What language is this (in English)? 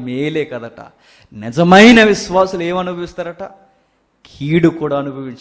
Telugu